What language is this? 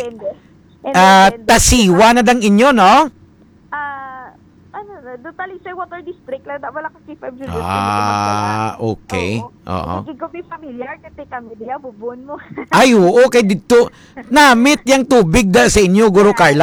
Hiligaynon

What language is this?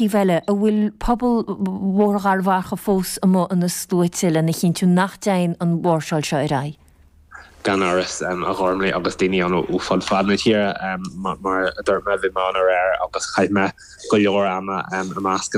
Irish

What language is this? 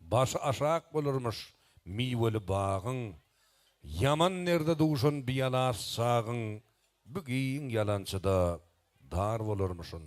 Turkmen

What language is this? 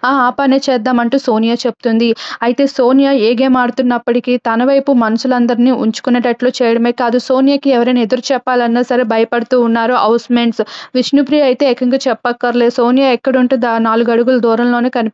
Telugu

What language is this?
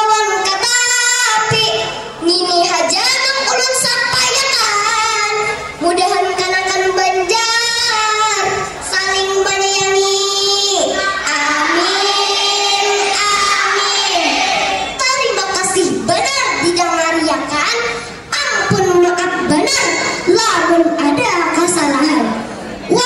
Banjar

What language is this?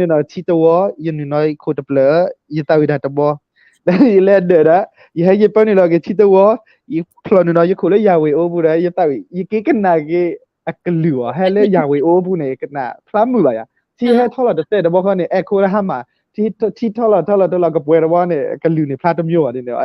S'gaw Karen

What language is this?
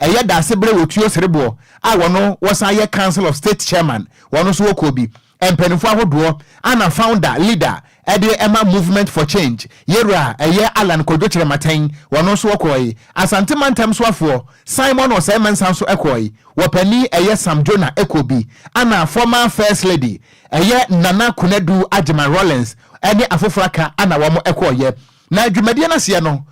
Akan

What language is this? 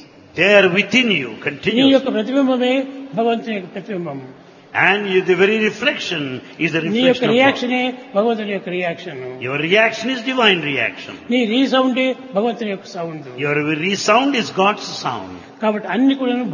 Telugu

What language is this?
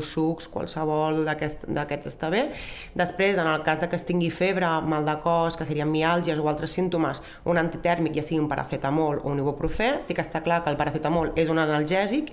Catalan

